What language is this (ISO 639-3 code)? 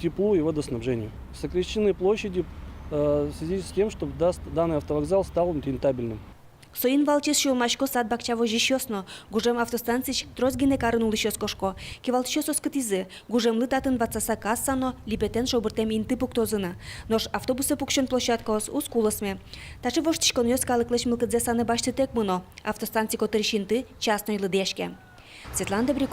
udm